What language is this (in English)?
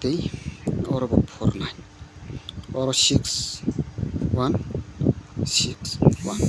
Kok Borok